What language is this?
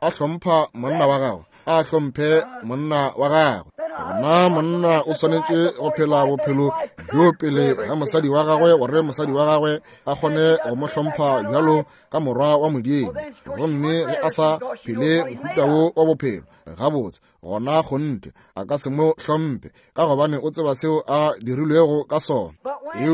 Northern Sotho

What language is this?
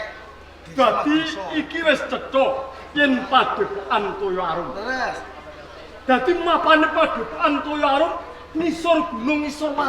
Javanese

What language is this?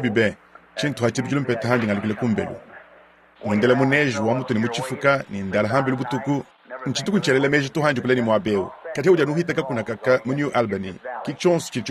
Luba-Lulua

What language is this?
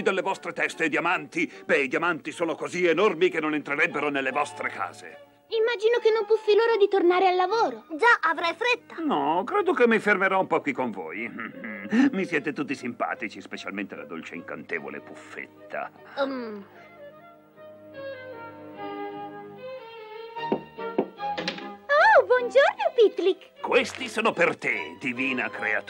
Italian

